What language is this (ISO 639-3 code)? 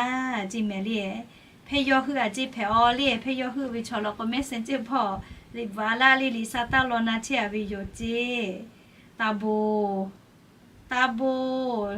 lhu